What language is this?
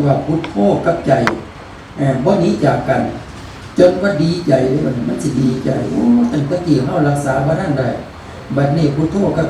Northeastern Thai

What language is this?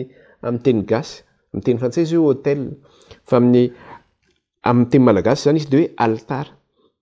Malagasy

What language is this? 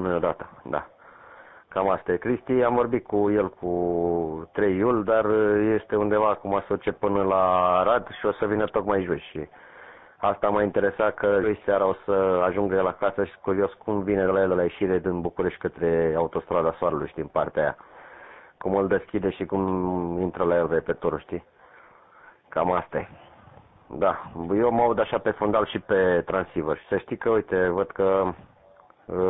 Romanian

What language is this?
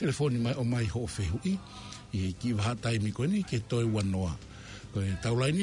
Tongan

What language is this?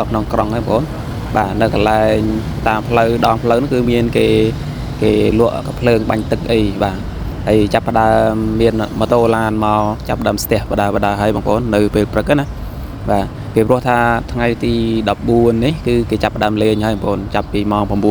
Khmer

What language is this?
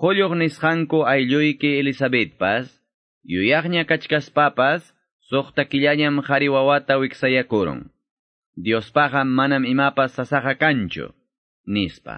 Quechua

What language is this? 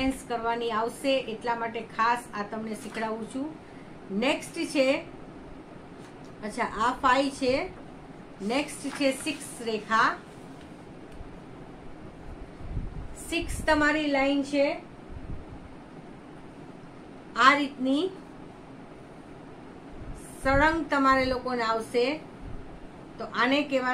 Gujarati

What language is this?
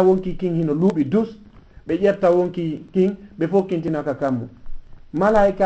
Fula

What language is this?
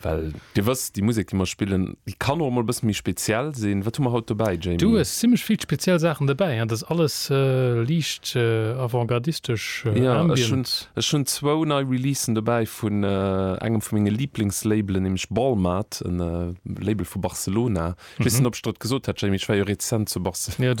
Luxembourgish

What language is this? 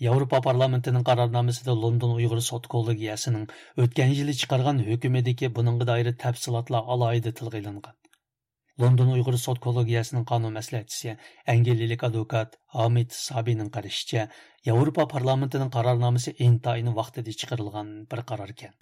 Uyghur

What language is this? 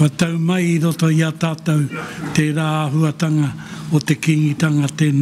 Māori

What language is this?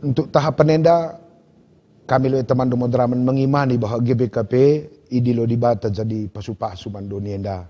Batak Karo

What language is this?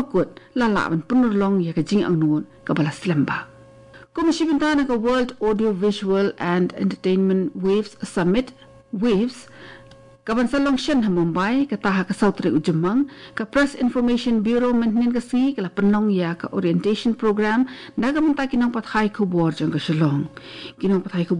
Khasi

